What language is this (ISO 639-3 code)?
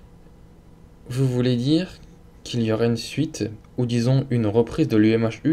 fra